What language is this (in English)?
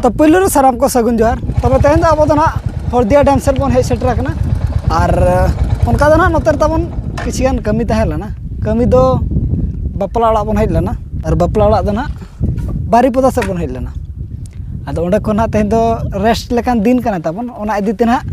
Santali